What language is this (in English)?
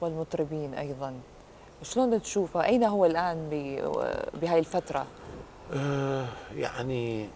Mesopotamian Arabic